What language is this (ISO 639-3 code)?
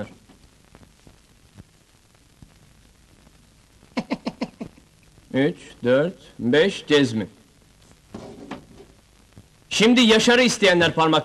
tur